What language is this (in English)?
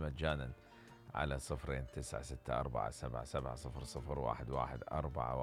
Mesopotamian Arabic